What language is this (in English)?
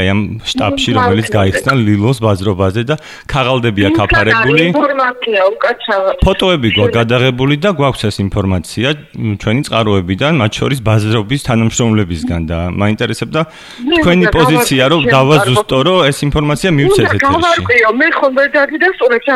Georgian